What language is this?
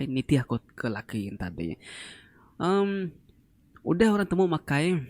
Iban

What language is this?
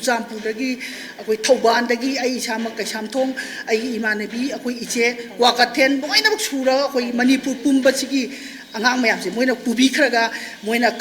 Manipuri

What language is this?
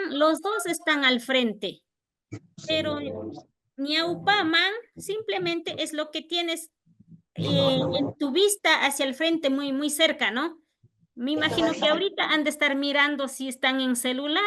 Imbabura Highland Quichua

